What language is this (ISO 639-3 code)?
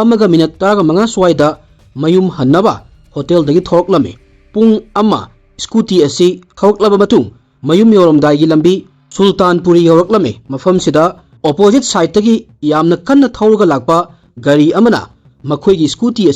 mni